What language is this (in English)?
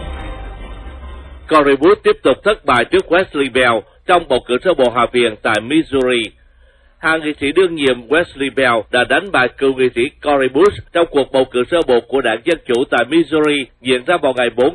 Vietnamese